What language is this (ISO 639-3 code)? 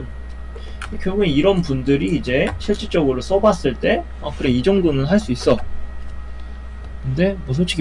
kor